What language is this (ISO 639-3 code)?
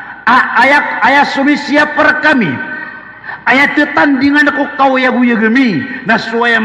mrw